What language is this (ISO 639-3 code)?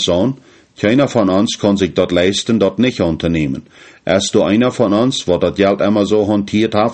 pdt